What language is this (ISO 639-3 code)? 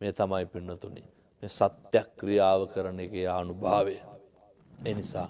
sin